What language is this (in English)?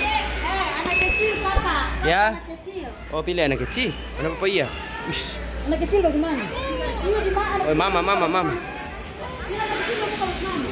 Ambonese Malay